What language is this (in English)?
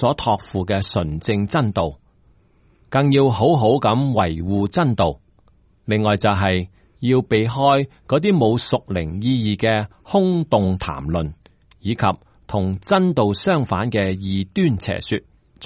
Cantonese